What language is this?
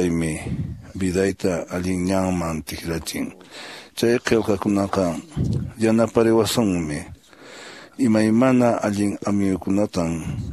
Quechua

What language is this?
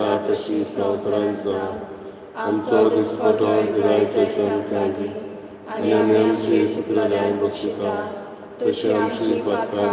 Konkani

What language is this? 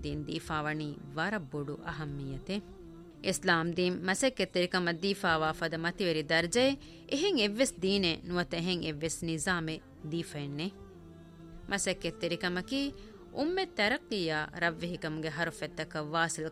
Divehi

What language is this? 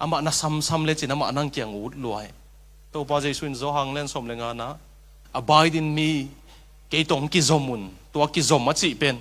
Tedim Chin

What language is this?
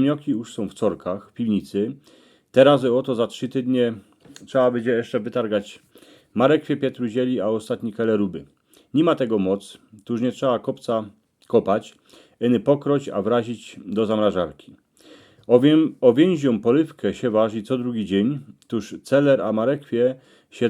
Silesian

